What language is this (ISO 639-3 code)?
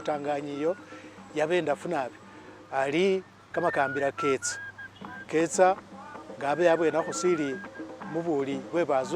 myx